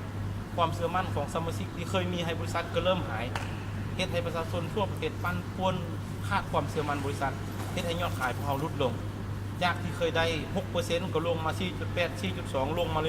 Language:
Lao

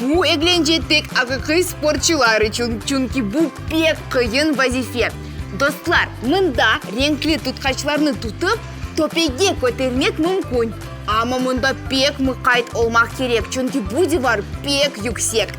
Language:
Crimean Tatar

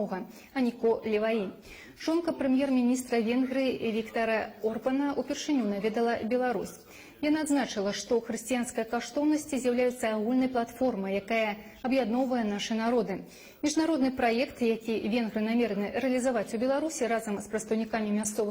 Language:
Belarusian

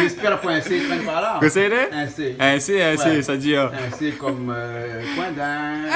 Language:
Réunion Creole French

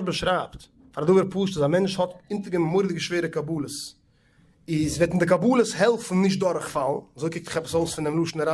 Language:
Yiddish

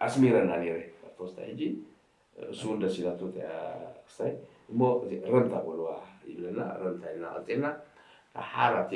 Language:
Tigrinya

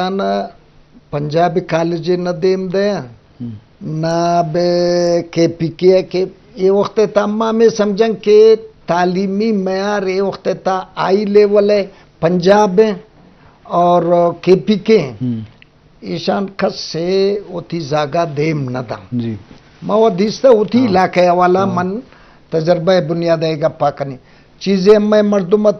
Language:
Eastern Balochi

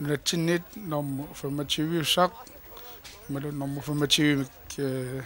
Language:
Kalaallisut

